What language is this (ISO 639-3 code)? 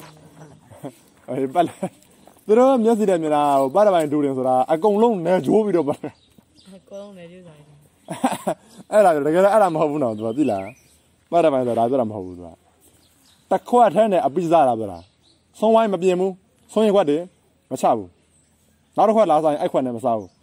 mya